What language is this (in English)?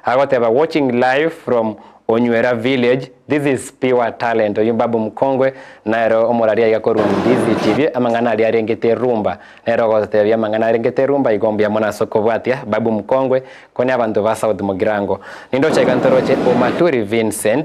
Gusii